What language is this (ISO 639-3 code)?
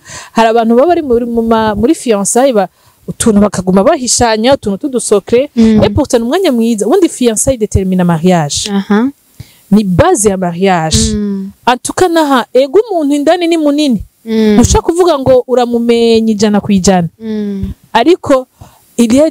run